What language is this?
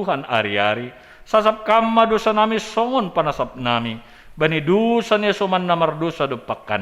Batak Simalungun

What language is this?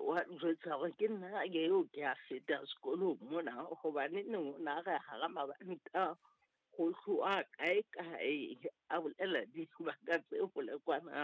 Southern Sotho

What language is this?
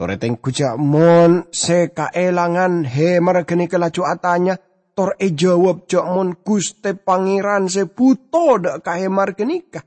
Madurese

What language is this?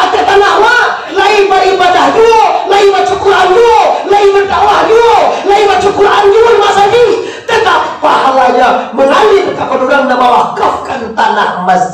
Minangkabau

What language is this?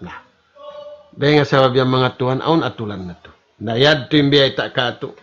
Tausug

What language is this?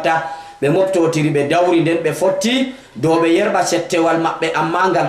Fula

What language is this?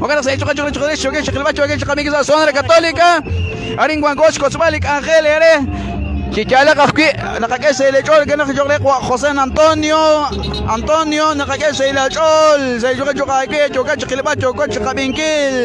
Kekchí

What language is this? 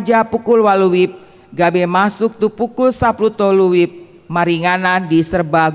Batak Toba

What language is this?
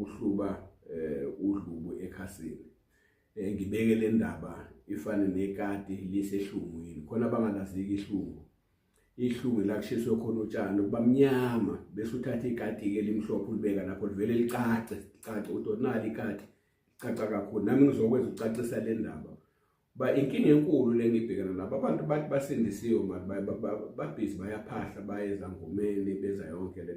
Zulu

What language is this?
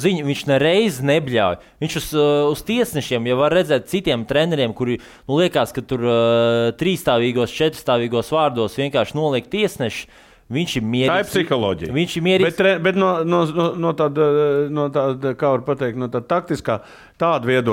Latvian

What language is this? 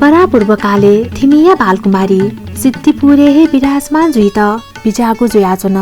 Newari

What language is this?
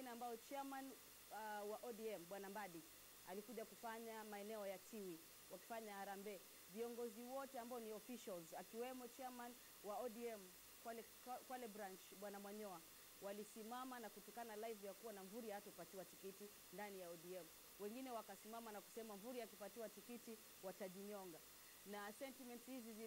Swahili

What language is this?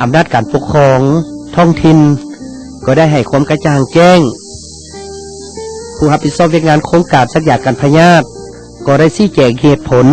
Lao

